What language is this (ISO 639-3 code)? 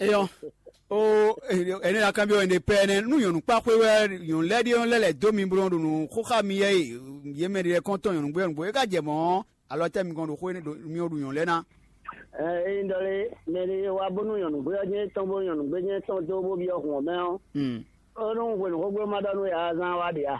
fon